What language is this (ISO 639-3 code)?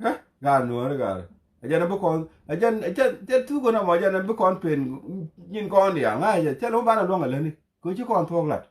nus